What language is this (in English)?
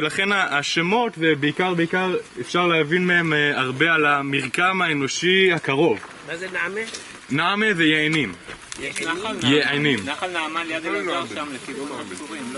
Hebrew